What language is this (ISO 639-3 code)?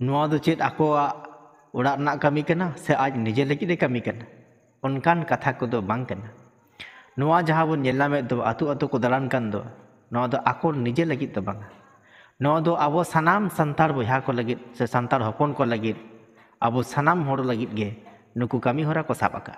sat